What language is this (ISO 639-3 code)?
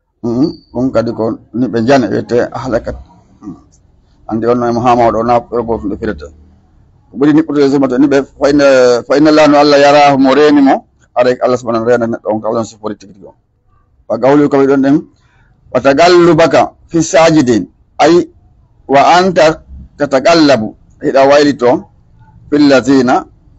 ful